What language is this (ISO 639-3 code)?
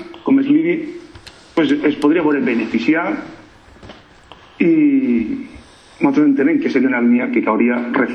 cat